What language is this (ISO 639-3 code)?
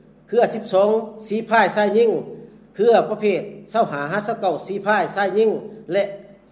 lao